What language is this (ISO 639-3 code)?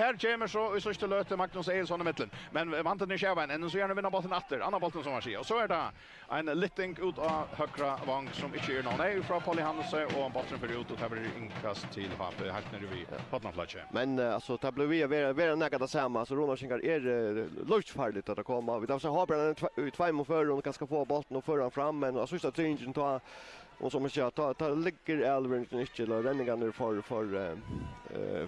fao